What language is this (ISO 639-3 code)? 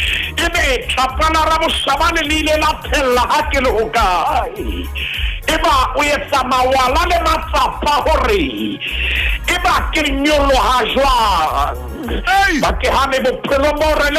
sot